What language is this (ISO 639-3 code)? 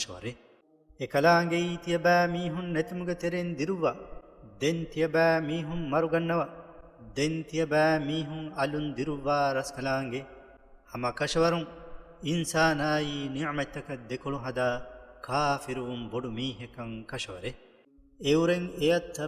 div